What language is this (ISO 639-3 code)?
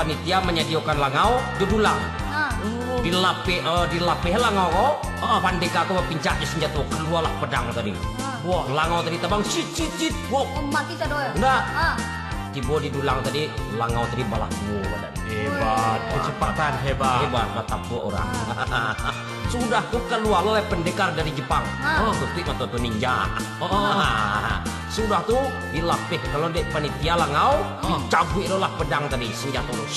min